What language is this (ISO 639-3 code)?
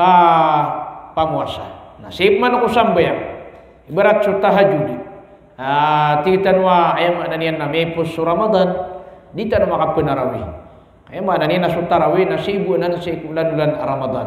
mrw